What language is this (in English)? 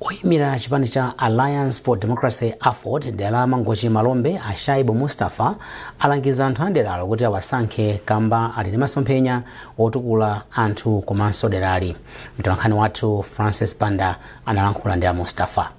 Nyanja